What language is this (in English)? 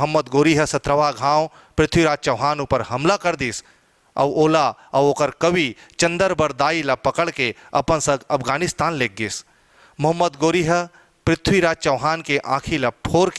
Chhattisgarhi